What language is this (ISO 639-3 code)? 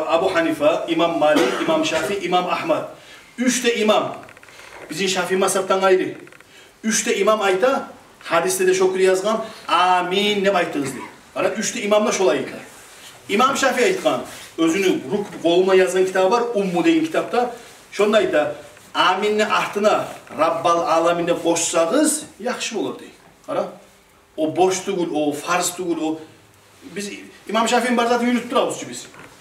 kum